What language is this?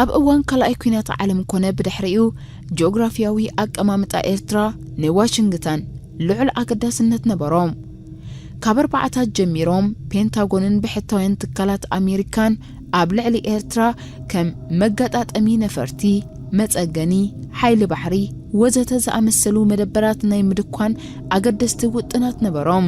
Tigrinya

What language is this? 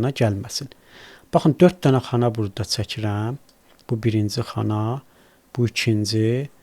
Azerbaijani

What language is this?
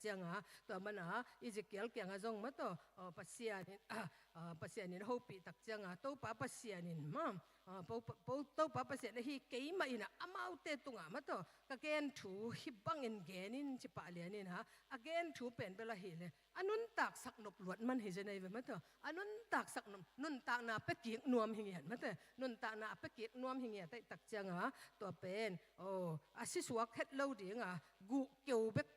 Tedim Chin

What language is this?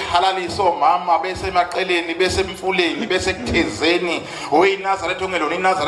Zulu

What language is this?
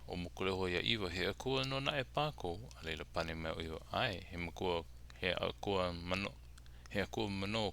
Hawaiian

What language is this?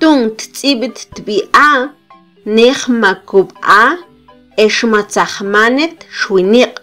Mam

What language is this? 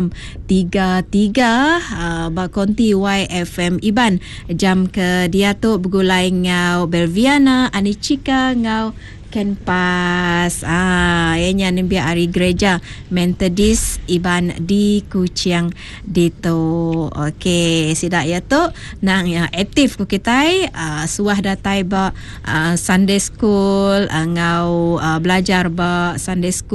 Iban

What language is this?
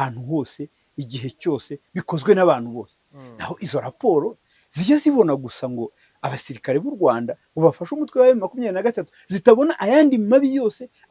Kinyarwanda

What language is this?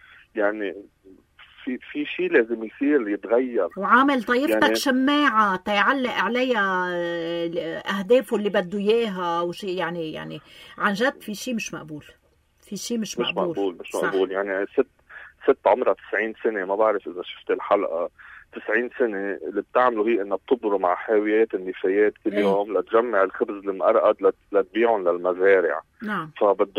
North Levantine Arabic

